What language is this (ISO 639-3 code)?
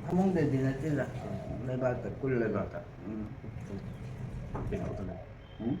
mni